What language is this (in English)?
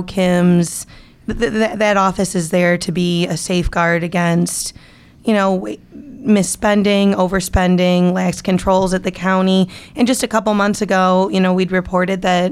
English